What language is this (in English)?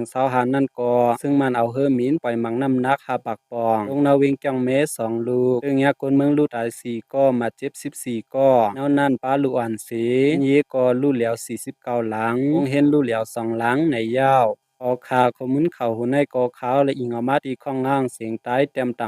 Shan